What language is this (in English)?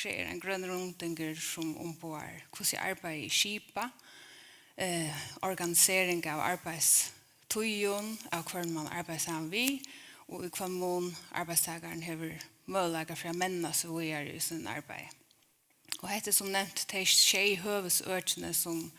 Faroese